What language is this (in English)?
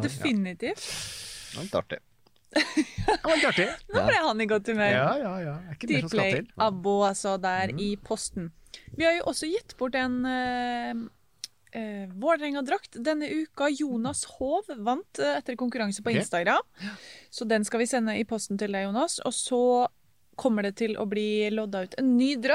Norwegian